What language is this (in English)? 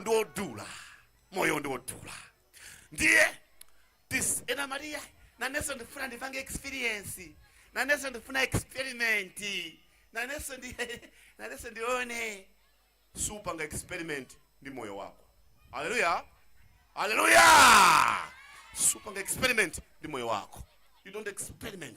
Nyanja